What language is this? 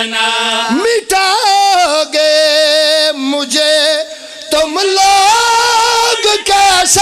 Pahari-Potwari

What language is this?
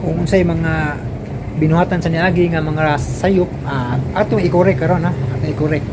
Cebuano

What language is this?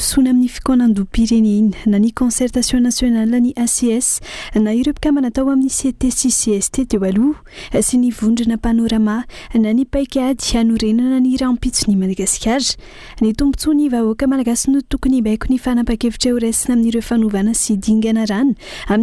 Malagasy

